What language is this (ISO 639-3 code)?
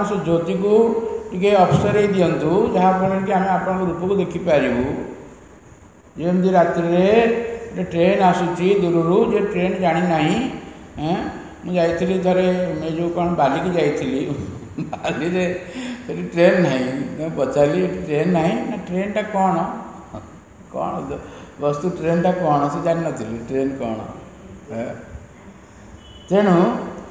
ori